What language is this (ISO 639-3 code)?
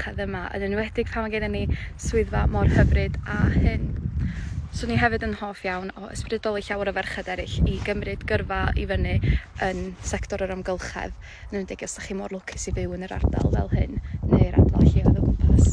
cym